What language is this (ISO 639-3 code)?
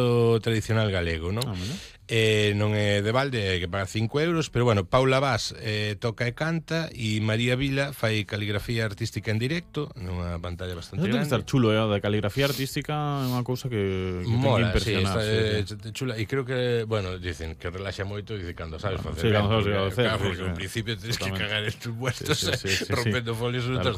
glg